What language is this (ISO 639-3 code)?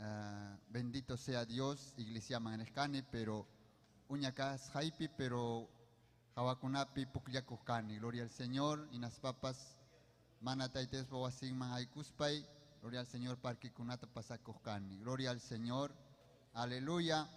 quy